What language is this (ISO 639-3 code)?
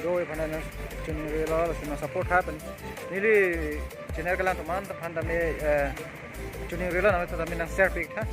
mjw